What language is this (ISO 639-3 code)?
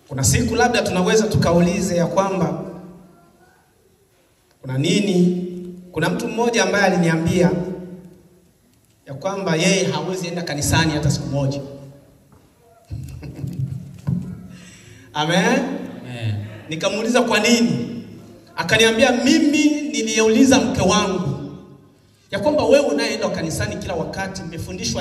swa